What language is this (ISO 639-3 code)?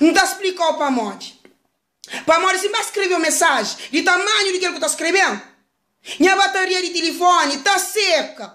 kea